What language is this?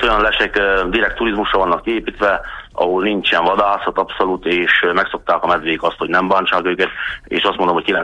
Hungarian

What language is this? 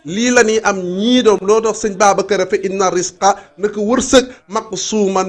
Wolof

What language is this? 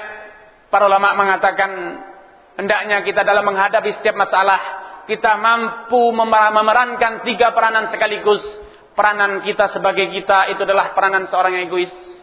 Indonesian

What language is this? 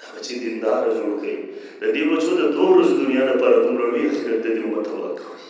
Pashto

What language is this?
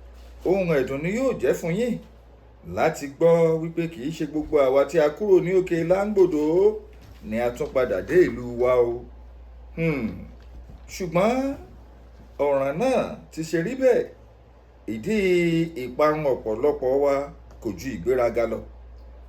Yoruba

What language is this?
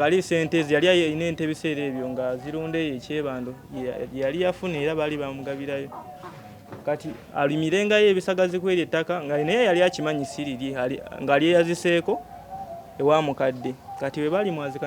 Ganda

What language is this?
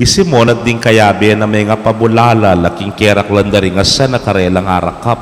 Pampanga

